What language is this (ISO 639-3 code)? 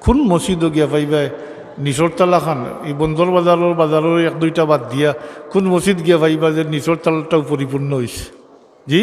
syl